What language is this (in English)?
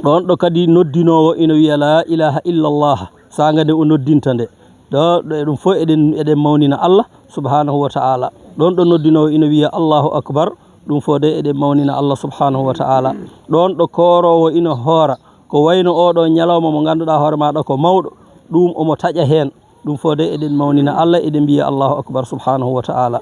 Fula